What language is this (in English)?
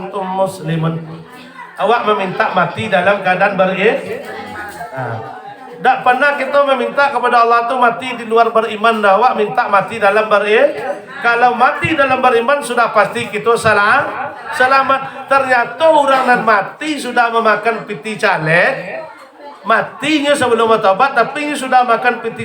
Minangkabau